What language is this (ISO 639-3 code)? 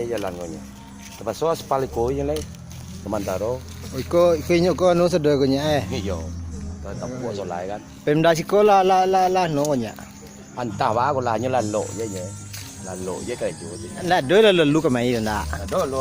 min